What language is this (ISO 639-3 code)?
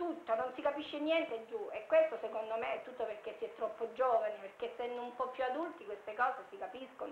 ita